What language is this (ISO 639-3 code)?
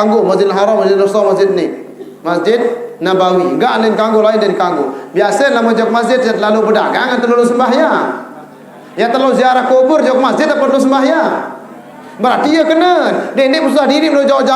sas